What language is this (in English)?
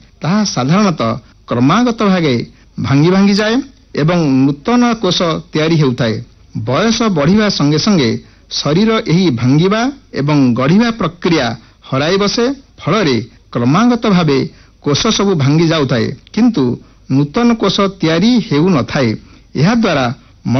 Odia